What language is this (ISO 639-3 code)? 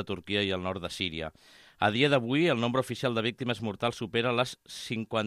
cat